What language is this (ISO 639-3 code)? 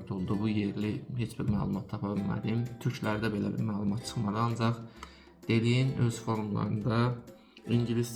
aze